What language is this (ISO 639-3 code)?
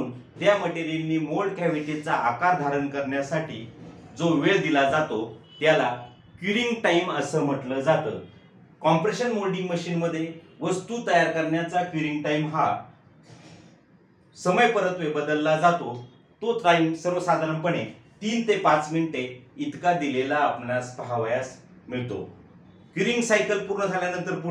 mar